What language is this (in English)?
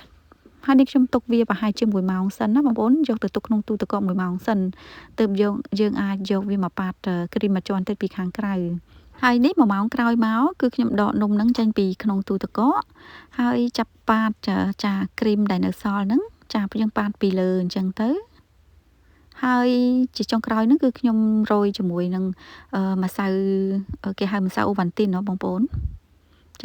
Khmer